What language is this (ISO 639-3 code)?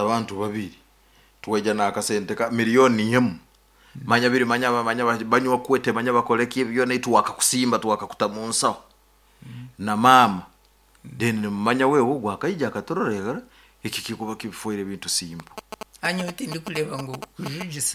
nyn